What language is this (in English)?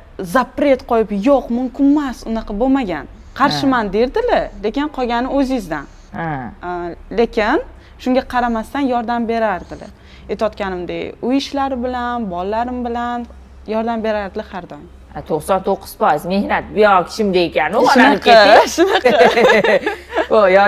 Uzbek